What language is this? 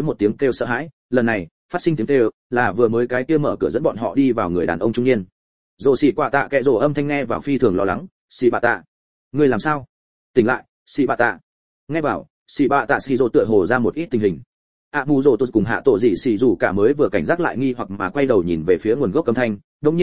Vietnamese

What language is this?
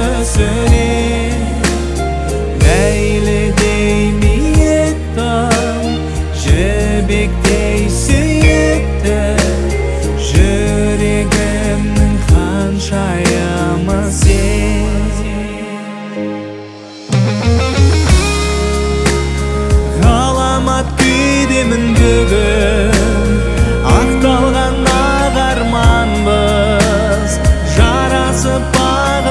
Kazakh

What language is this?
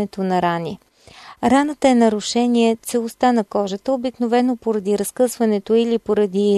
Bulgarian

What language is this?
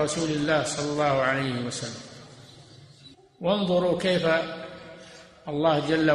Arabic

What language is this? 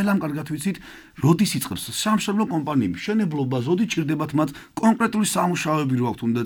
Georgian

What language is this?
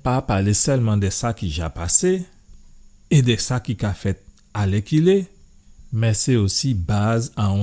Guadeloupean Creole French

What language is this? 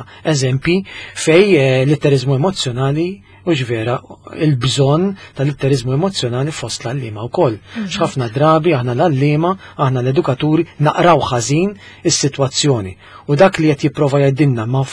Maltese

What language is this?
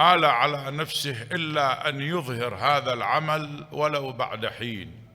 Mesopotamian Arabic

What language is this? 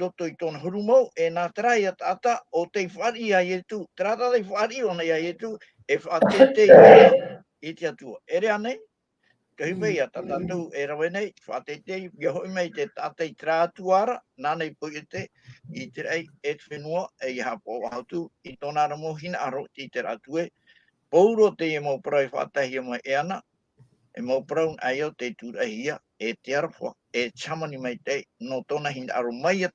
Tahitian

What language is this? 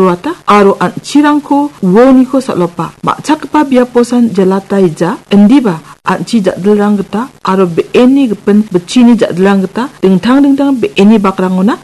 Garo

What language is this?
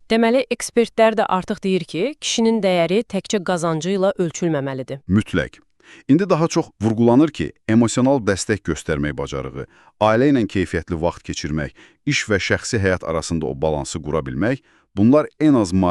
Azerbaijani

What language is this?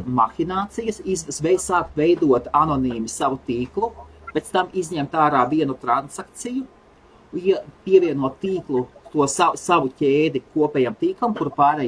Latvian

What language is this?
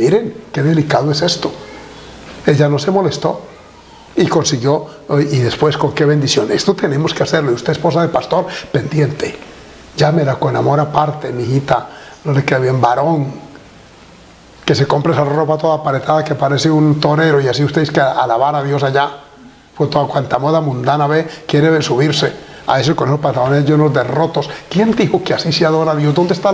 Spanish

